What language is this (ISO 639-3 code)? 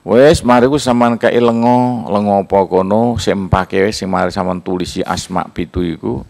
jav